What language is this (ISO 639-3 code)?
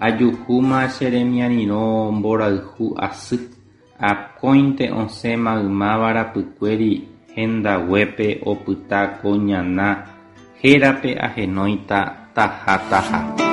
grn